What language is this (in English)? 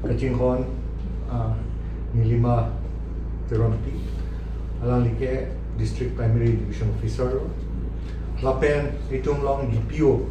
Karbi